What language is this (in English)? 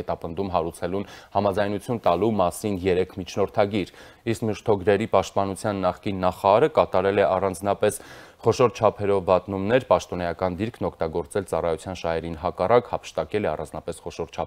Armenian